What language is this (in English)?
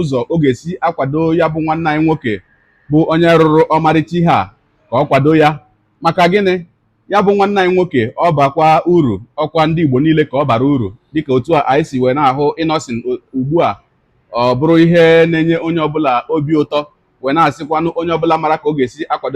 Igbo